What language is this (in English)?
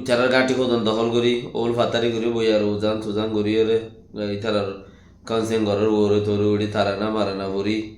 Rohingya